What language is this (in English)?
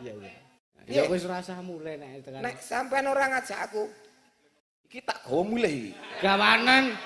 Javanese